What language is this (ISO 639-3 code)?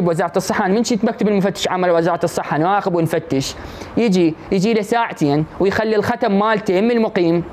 acm